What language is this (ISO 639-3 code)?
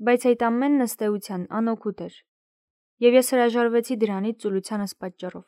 hye